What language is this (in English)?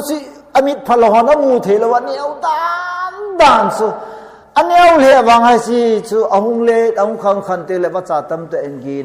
Thado Chin